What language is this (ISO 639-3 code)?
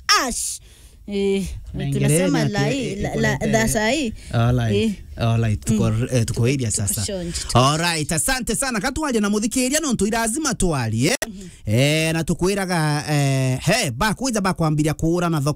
mer